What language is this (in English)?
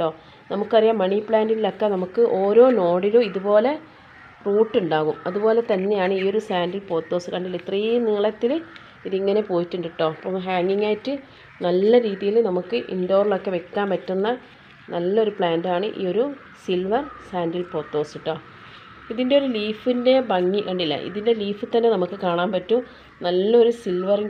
Malayalam